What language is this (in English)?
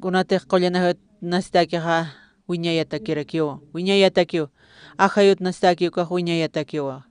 Aymara